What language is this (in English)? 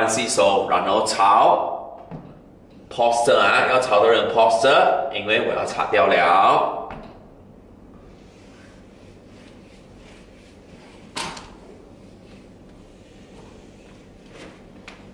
Chinese